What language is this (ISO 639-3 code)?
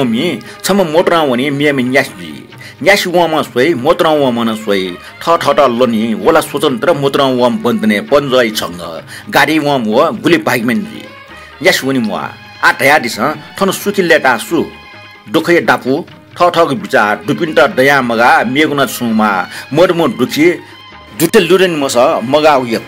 new